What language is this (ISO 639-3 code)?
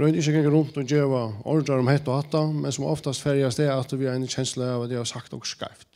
fao